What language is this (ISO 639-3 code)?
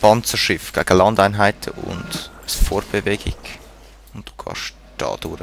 gsw